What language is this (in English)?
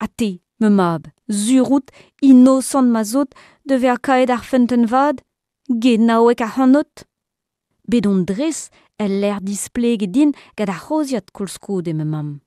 Breton